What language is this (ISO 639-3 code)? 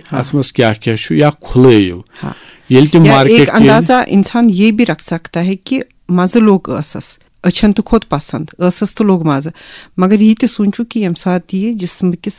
kas